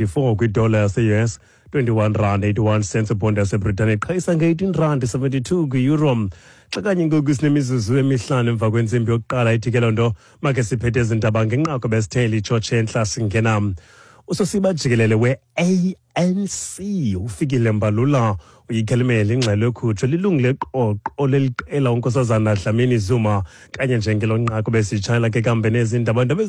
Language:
Xhosa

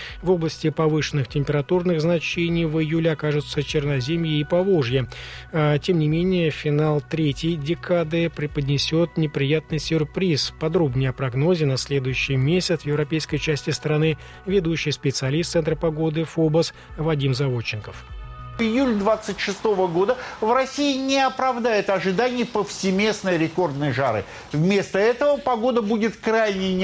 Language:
Russian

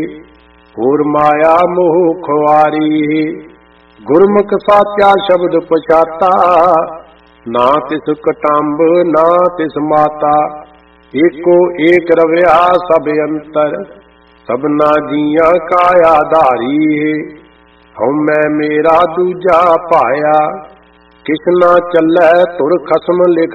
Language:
Punjabi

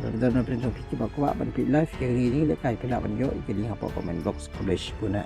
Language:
Khasi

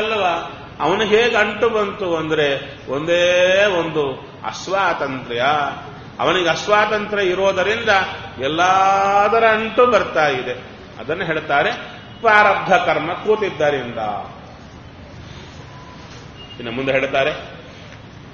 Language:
Kannada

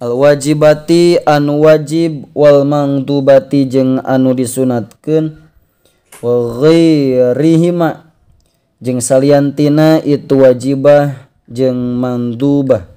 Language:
Sundanese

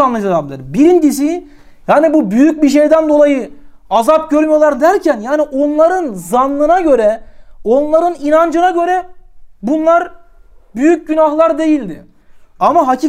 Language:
Turkish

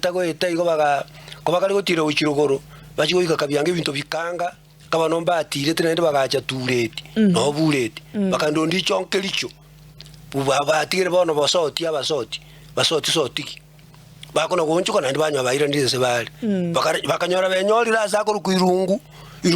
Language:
Gusii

